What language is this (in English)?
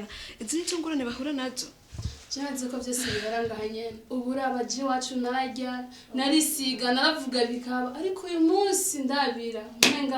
Rundi